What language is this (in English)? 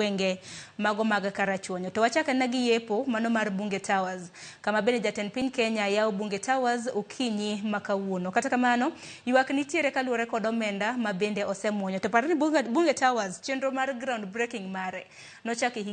Luo (Kenya and Tanzania)